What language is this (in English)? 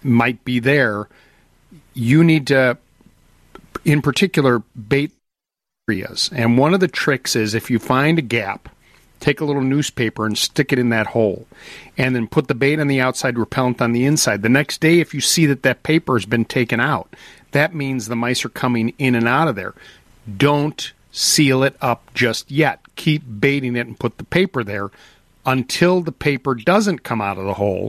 English